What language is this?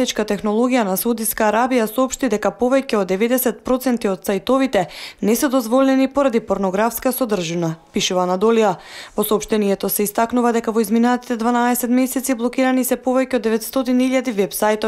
Macedonian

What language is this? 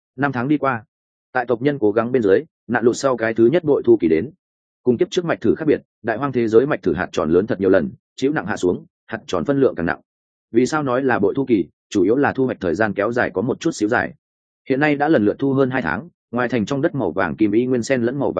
Vietnamese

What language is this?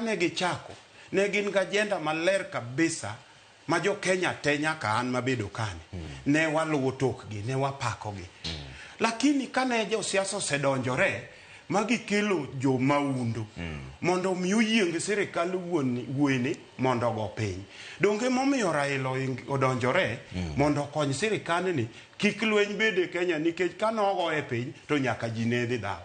Luo (Kenya and Tanzania)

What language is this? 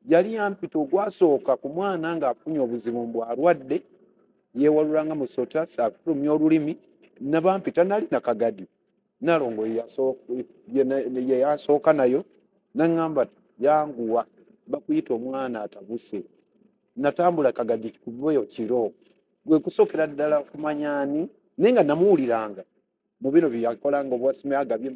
Ganda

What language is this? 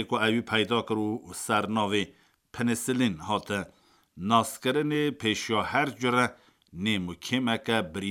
Kurdish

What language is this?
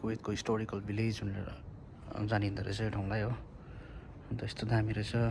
Nepali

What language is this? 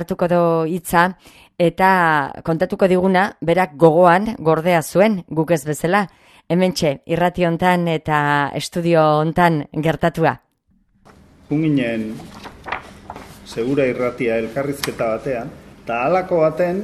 Basque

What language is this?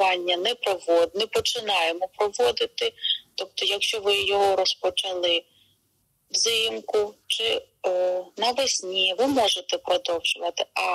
Ukrainian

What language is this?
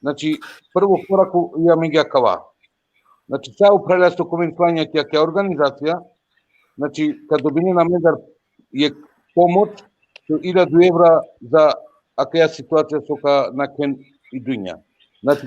Balkan Romani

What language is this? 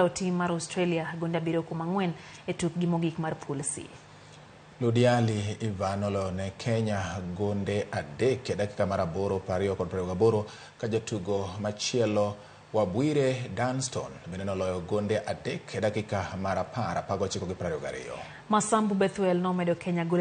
Luo (Kenya and Tanzania)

